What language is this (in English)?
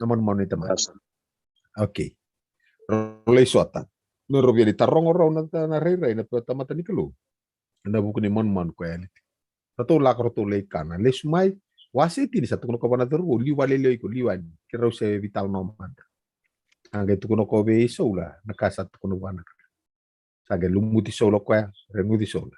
Fijian